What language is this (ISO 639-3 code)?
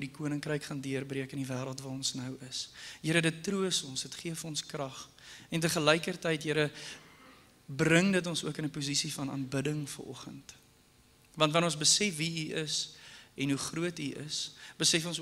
afr